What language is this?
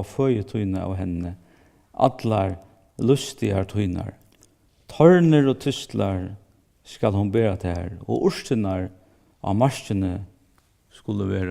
Faroese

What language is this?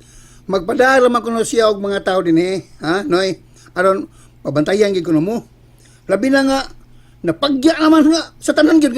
Cebuano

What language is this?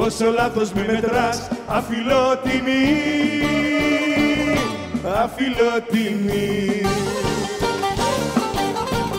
Greek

